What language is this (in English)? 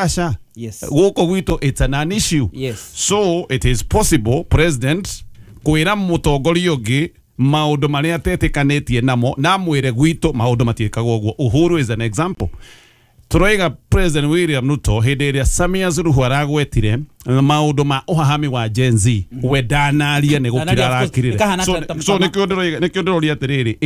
Kikuyu